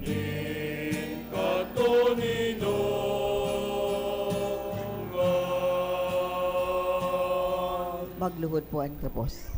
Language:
Bikol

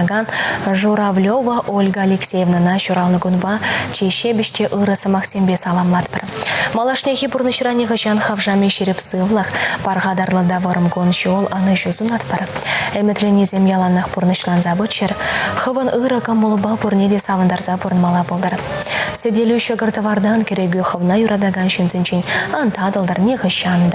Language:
Chuvash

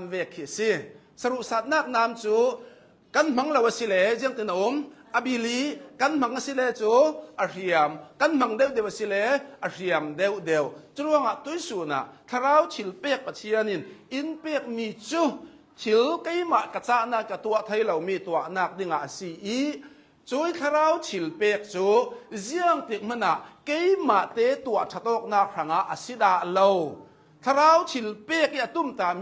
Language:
Hakha Chin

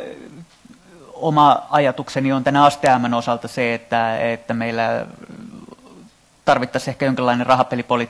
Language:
Finnish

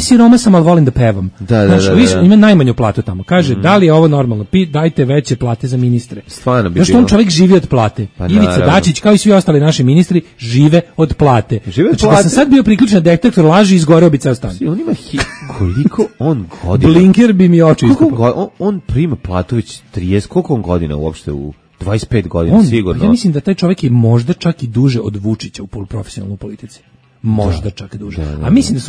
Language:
Serbian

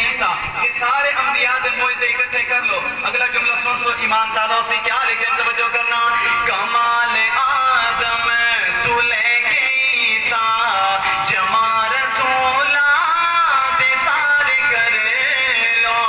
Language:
Saraiki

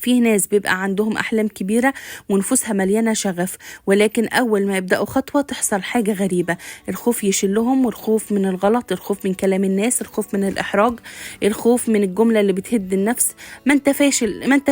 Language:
Egyptian Arabic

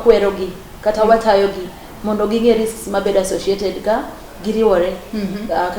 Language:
Luo (Kenya and Tanzania)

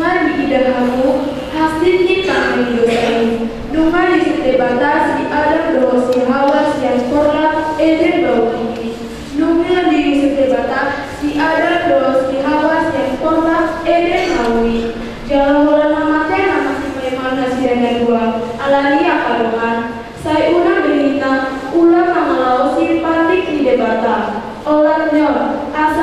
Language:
Batak Toba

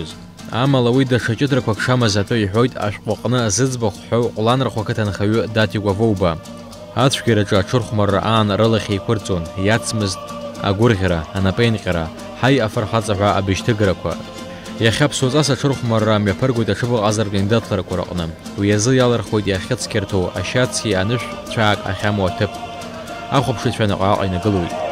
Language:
Abkhazian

